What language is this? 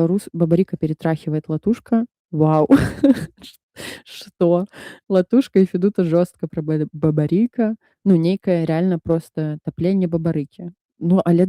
Belarusian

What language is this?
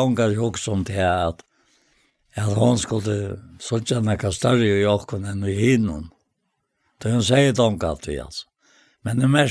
Faroese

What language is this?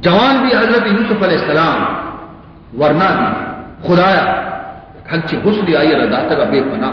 Baluchi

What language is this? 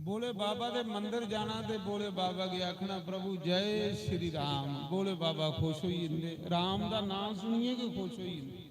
Dogri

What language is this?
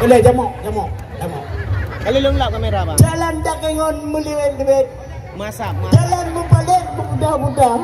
Achinese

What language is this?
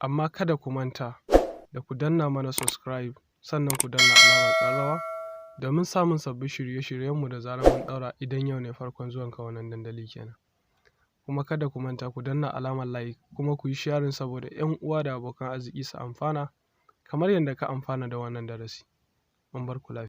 Hausa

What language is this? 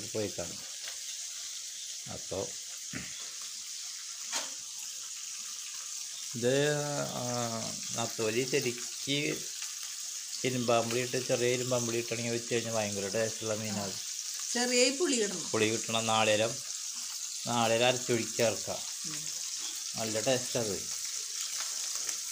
Malayalam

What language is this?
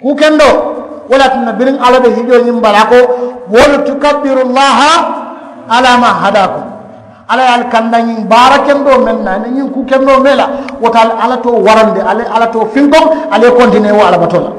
Mandingo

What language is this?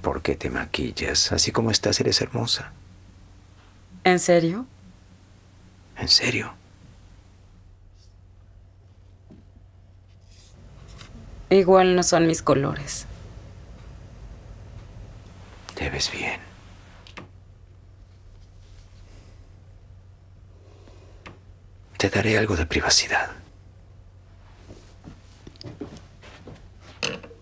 Spanish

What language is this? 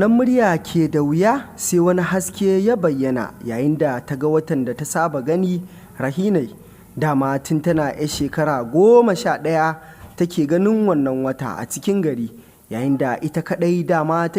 Hausa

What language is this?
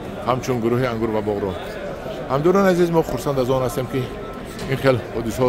Tajik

